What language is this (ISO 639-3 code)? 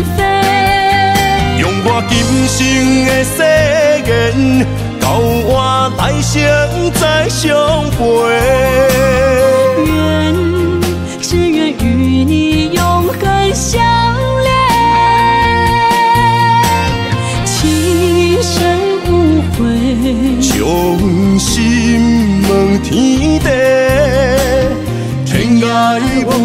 nan